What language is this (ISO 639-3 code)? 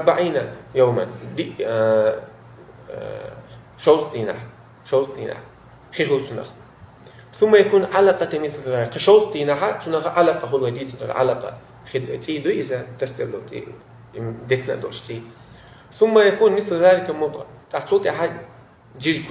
che